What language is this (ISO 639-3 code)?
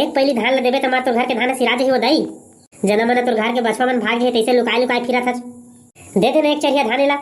hne